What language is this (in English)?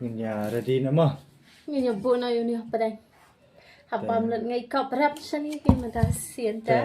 Khasi